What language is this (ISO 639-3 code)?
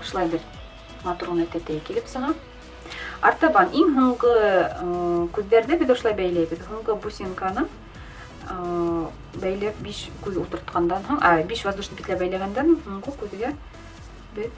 bak